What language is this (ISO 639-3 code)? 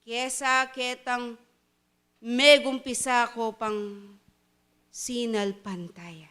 pam